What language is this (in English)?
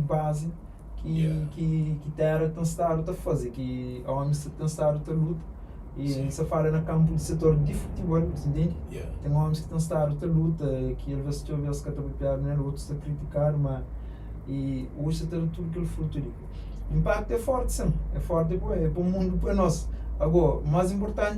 Kabuverdianu